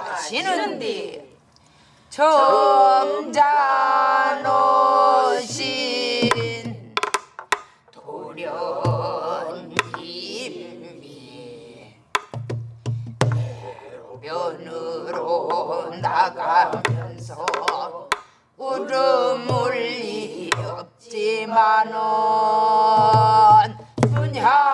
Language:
Korean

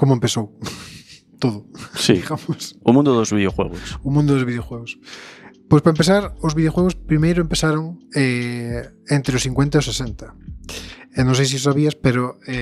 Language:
Galician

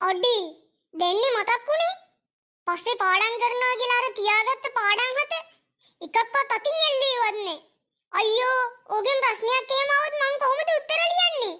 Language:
Sinhala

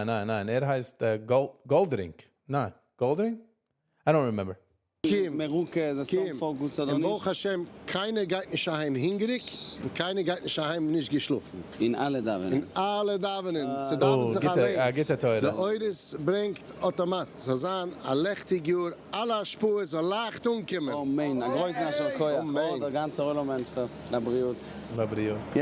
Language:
Yiddish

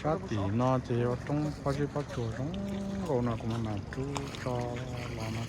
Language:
Hmong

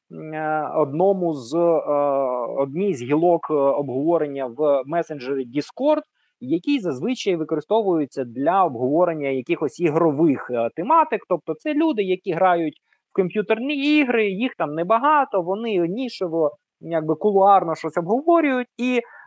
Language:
Ukrainian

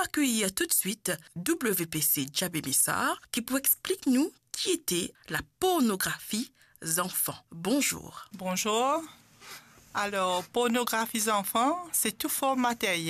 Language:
Morisyen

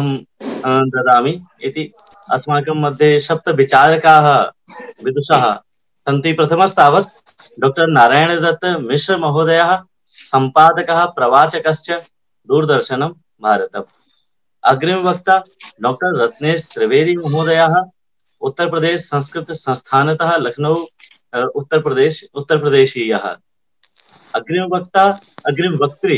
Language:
Sanskrit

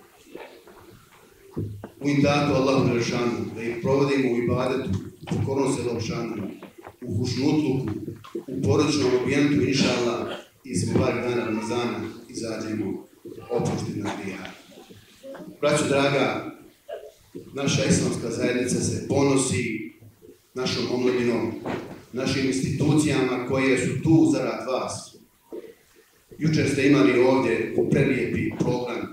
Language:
Bosnian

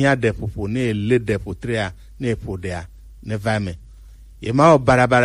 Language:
Gen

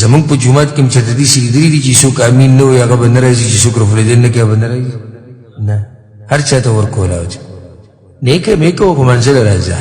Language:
Pashto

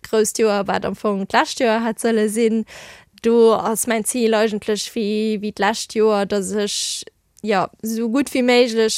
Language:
Luxembourgish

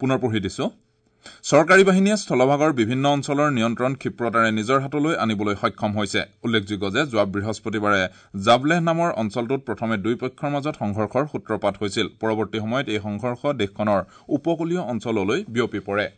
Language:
Assamese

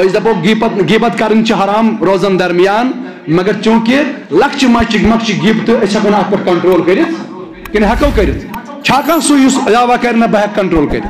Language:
Kashmiri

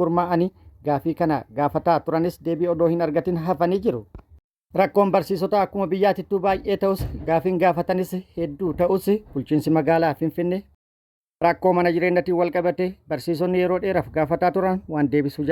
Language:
Oromo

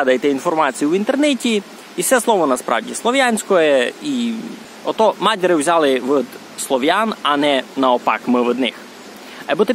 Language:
Rusyn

